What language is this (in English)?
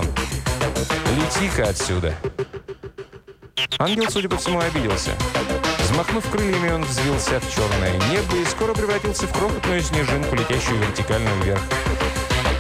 Russian